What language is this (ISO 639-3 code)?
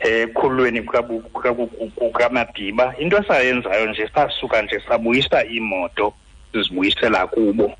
xho